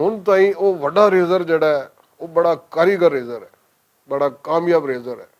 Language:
Western Panjabi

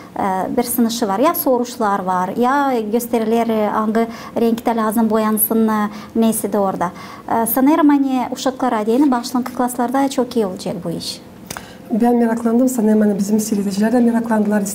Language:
Gagauz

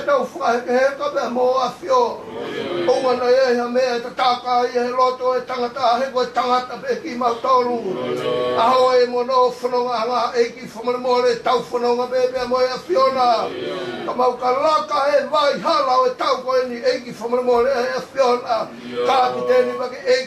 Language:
Tongan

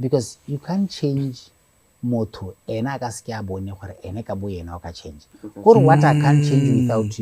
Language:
Tswana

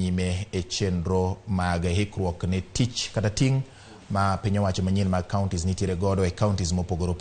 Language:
Luo (Kenya and Tanzania)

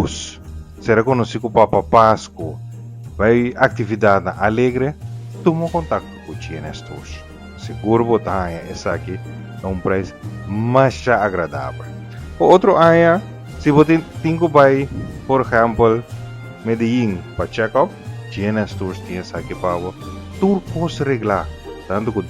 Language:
Papiamento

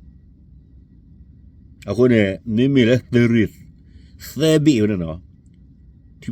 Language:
S'gaw Karen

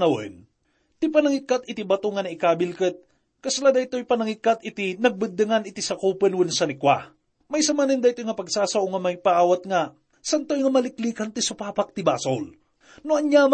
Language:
Iloko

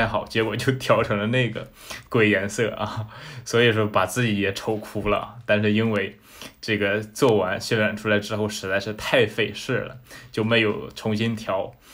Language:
Chinese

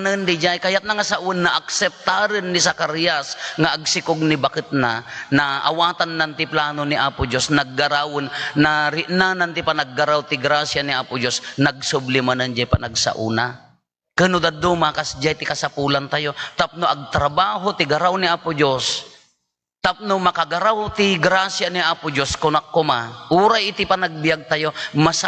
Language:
Iloko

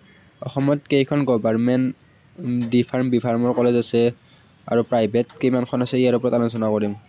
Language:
Assamese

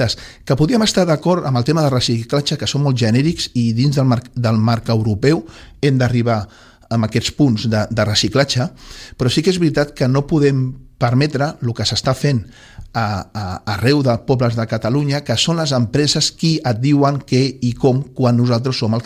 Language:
Catalan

